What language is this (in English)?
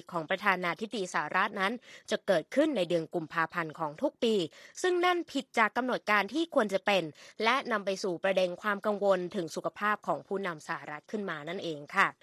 Thai